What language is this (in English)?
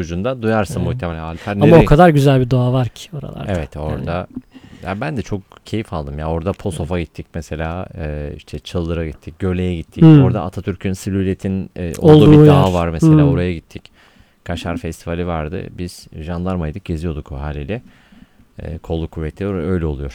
Turkish